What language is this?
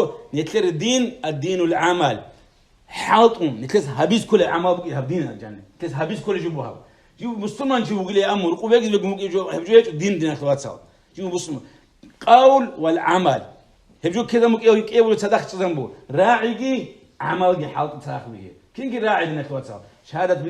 Avaric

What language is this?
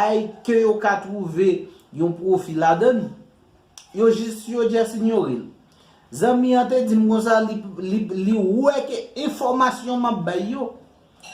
Haitian Creole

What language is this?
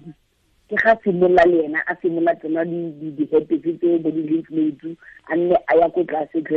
Tswana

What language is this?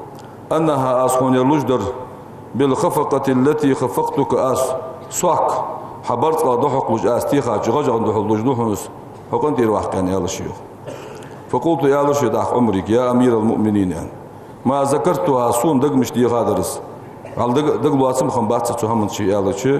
Ingush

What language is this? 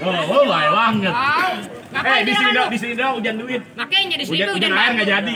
Betawi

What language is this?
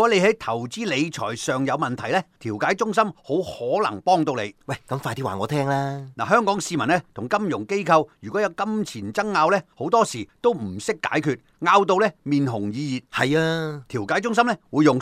Cantonese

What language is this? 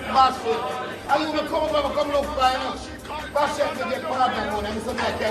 Jamaican Creole English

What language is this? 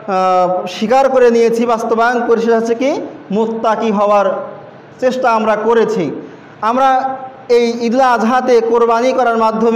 Bangla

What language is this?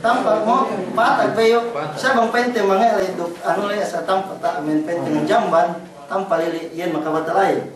Yakan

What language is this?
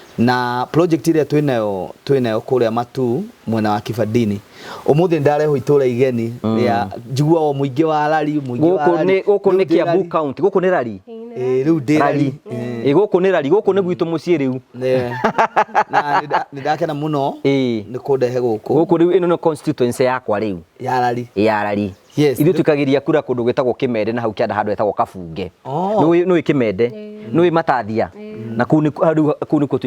Kikuyu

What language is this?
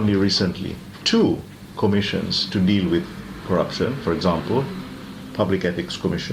Seselwa Creole French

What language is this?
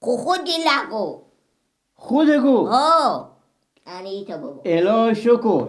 Persian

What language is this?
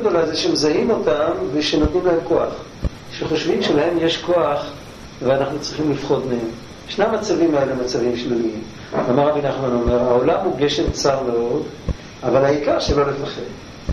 Hebrew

